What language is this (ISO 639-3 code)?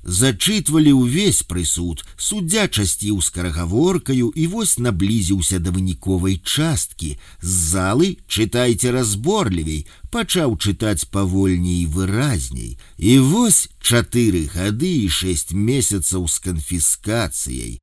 bel